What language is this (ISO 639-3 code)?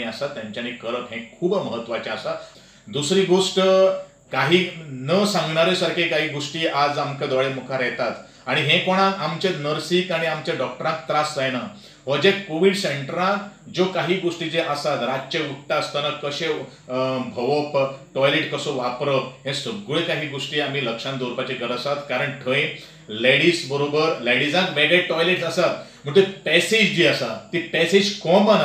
kok